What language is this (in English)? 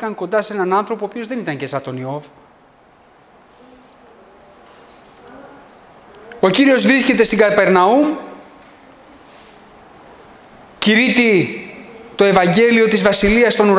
Greek